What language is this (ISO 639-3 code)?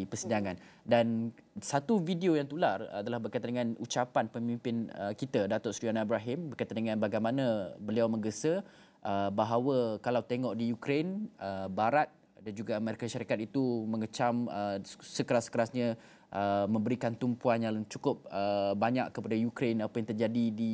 msa